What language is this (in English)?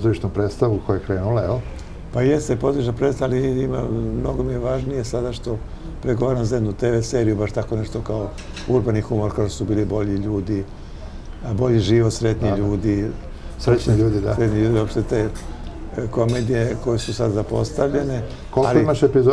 Serbian